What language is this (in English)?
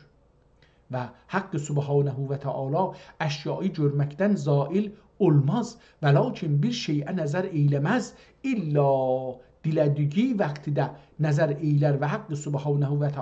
South Azerbaijani